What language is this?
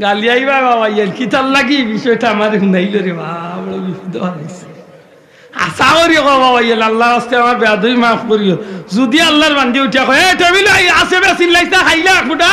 Sylheti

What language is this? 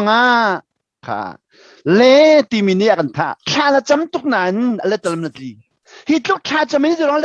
Hakha Chin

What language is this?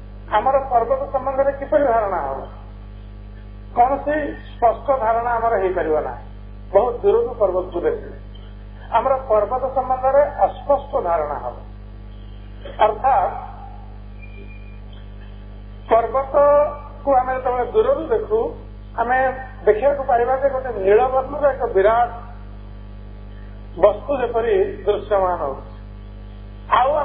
Odia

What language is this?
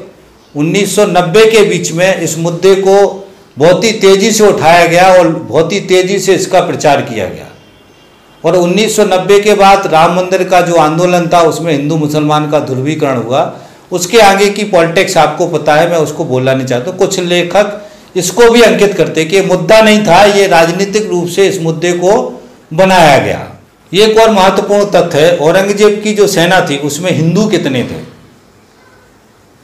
Hindi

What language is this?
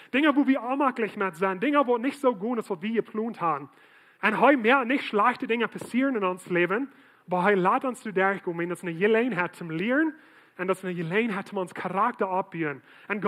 Plautdietsch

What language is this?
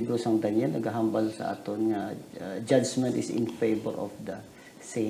Hiligaynon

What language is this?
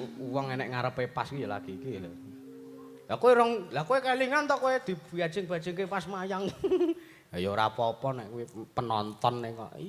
Javanese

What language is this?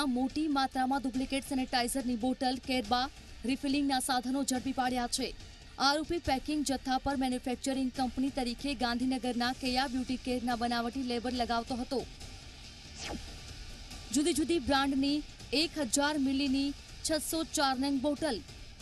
Gujarati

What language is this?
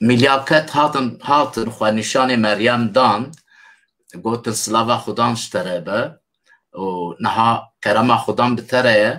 Kurdish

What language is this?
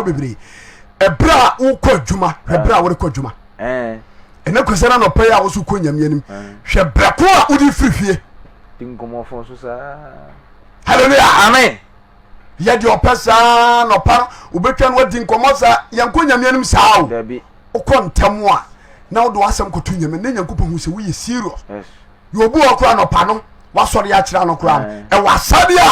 Akan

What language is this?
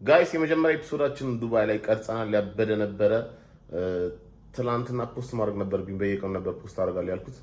Amharic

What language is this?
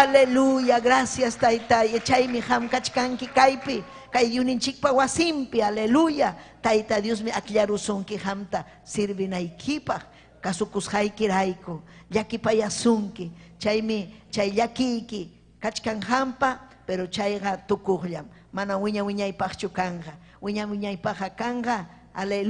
Ayacucho Quechua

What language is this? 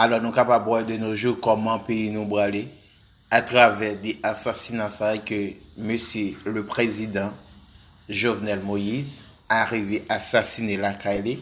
Haitian Creole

